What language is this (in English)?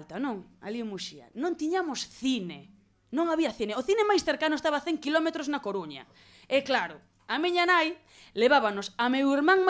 Galician